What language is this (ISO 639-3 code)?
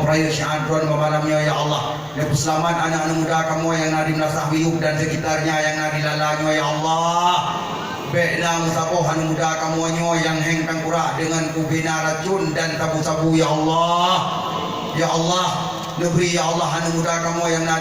ace